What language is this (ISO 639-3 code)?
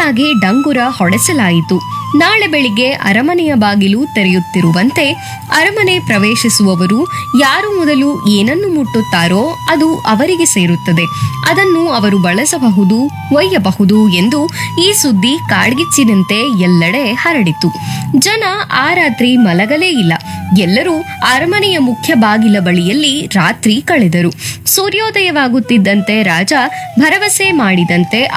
kan